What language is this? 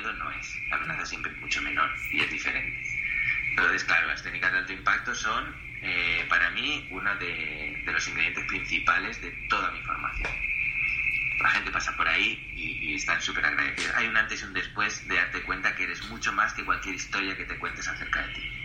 Spanish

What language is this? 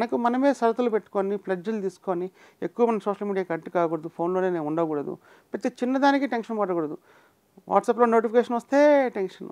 Telugu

